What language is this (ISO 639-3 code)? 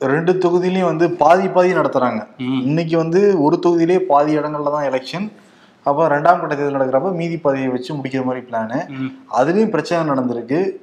tam